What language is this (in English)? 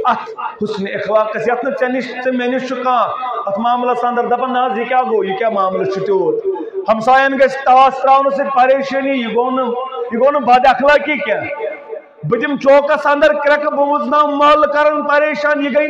Kashmiri